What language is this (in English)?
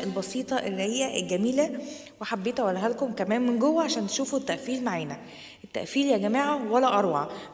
Egyptian Arabic